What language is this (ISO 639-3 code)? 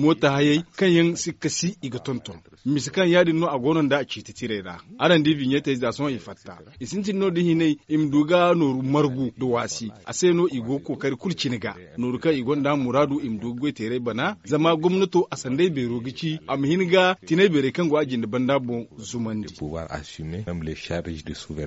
dje